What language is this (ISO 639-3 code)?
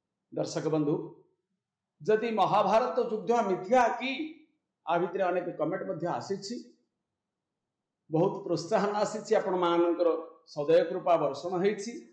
ori